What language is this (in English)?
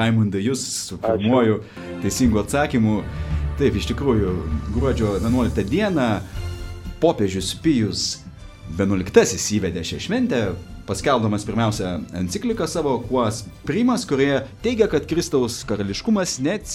Lithuanian